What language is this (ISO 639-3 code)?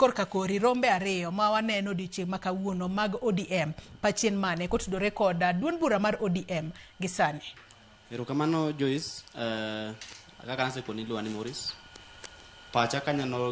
luo